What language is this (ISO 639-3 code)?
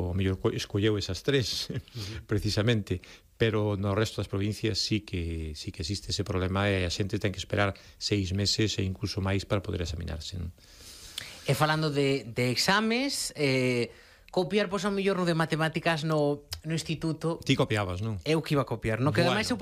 glg